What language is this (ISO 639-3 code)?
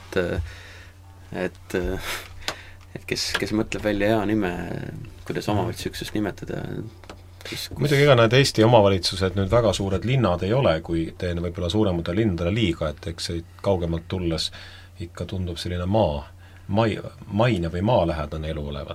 est